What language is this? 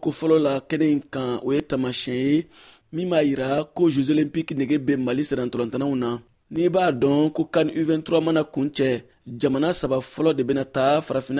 Bambara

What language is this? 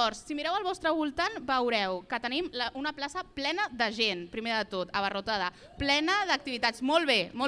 Catalan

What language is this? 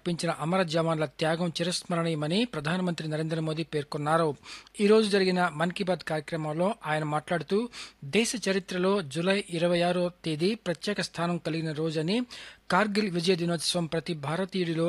Telugu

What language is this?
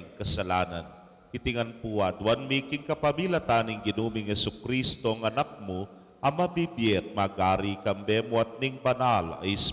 Pampanga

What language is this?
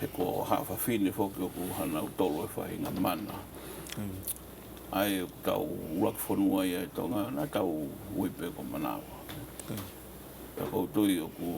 Tongan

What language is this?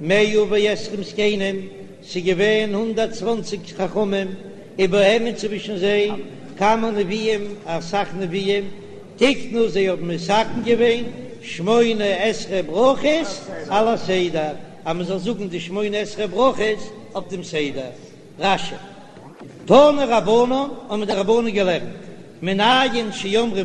Yiddish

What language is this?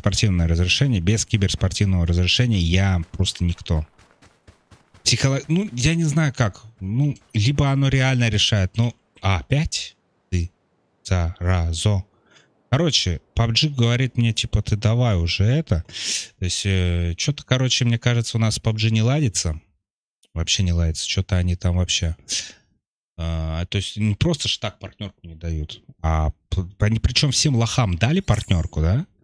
Russian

